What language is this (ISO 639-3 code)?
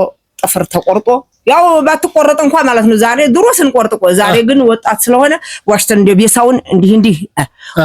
amh